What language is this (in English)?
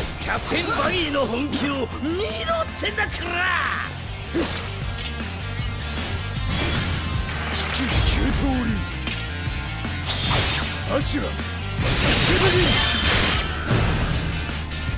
Japanese